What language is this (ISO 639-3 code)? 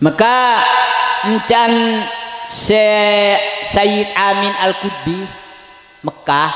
mad